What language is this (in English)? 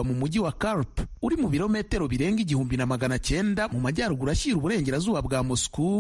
Kinyarwanda